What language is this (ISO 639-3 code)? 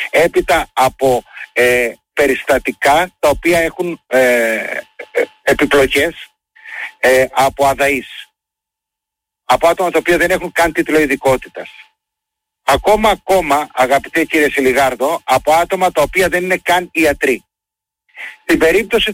ell